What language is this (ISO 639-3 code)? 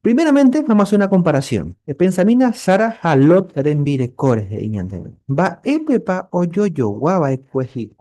grn